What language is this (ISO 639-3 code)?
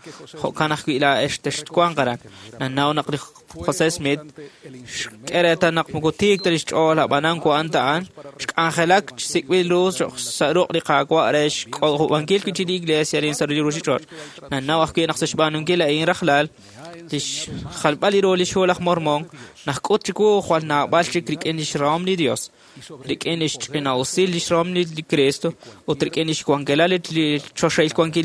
kek